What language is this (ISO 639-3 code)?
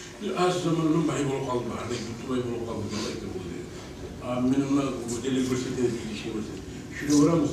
kum